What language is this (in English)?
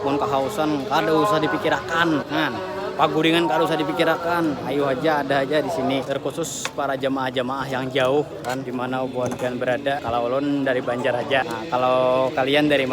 Banjar